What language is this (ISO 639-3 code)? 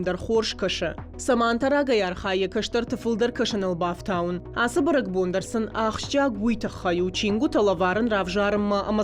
oss